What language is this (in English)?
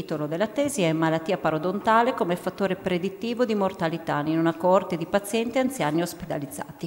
Italian